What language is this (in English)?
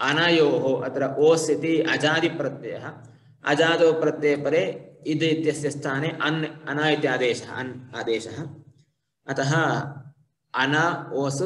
Sanskrit